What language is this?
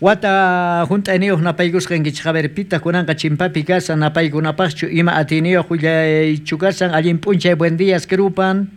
South Bolivian Quechua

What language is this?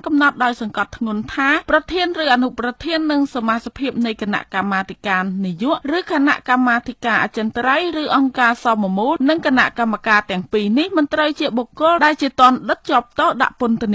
Khmer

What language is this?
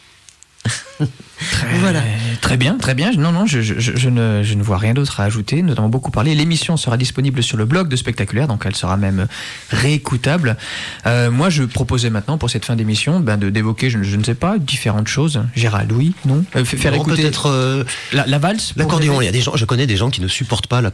French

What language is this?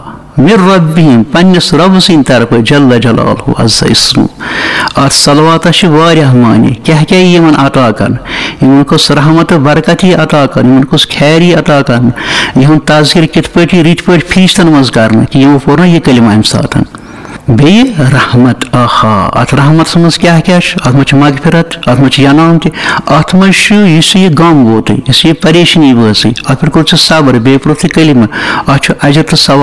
Kashmiri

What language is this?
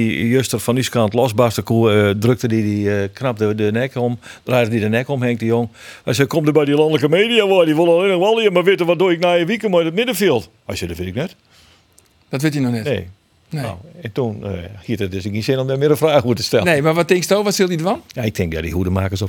Western Frisian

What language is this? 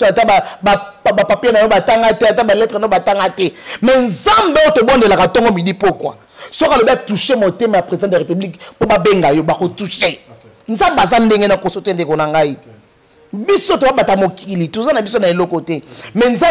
Lingala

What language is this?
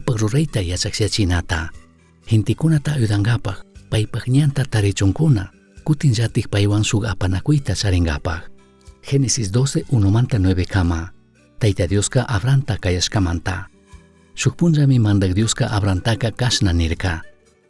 Chimborazo Highland Quichua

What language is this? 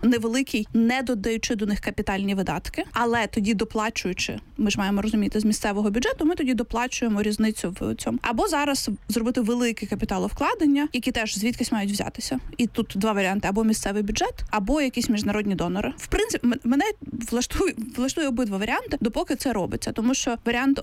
Ukrainian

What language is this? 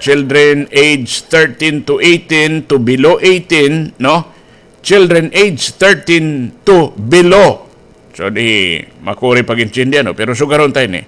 Waray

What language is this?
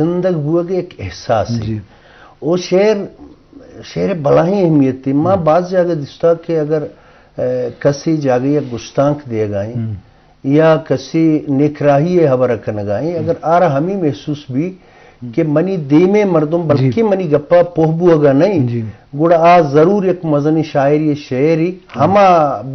Eastern Balochi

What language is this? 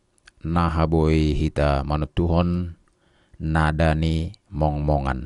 Batak Simalungun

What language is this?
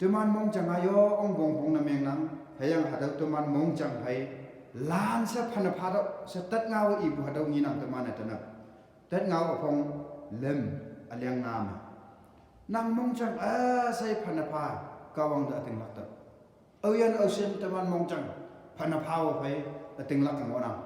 Konyak Naga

